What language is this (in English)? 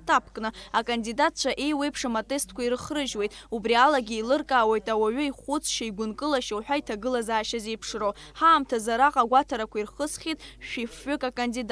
Abkhazian